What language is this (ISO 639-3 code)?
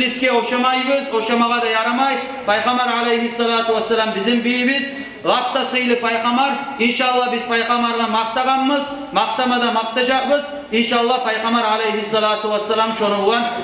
kum